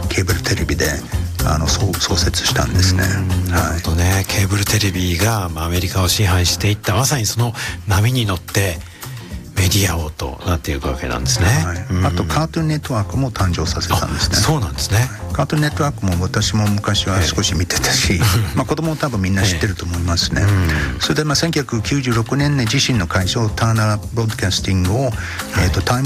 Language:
Japanese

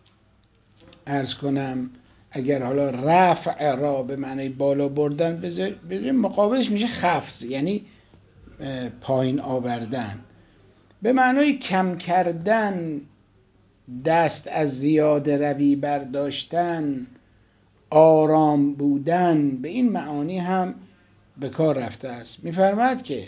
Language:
Persian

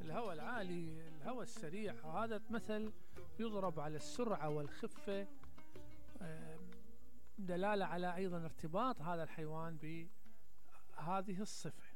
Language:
Mesopotamian Arabic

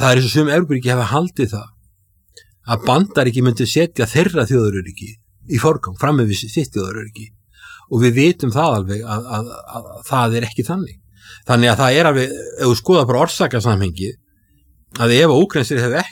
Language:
Icelandic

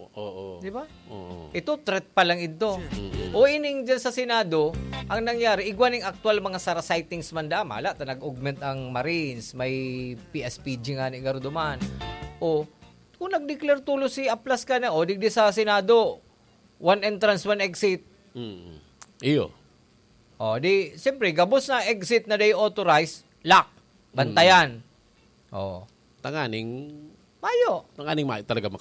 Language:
Bikol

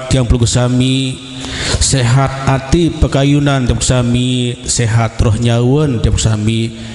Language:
Sasak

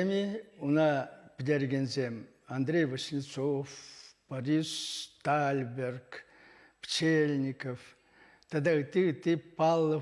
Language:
Chuvash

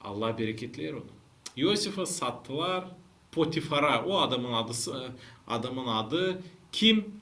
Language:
Gagauz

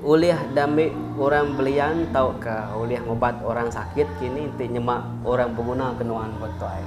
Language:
Iban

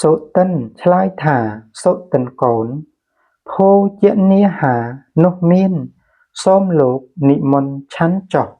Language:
Khmer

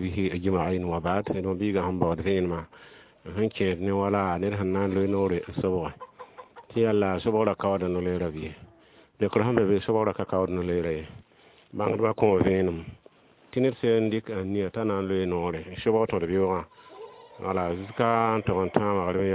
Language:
Mossi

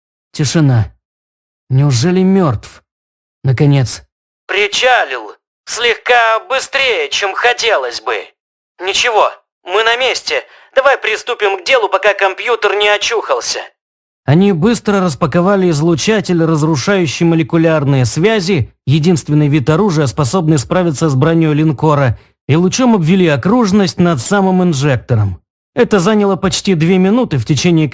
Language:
Russian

